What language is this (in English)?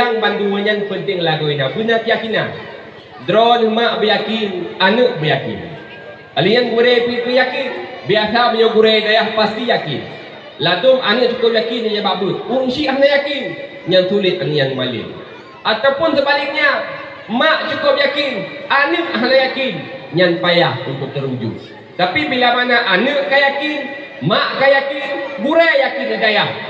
Achinese